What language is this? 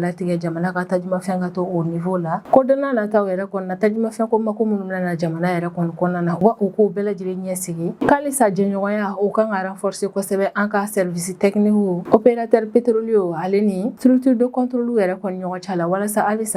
Bambara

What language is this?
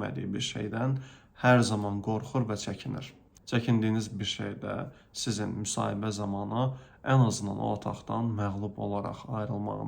Azerbaijani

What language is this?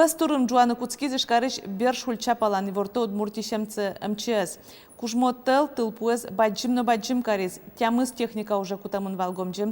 Udmurt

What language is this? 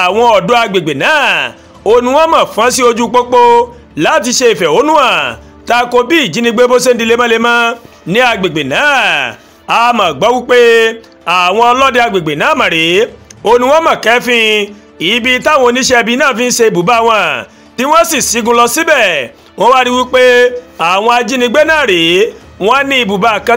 Yoruba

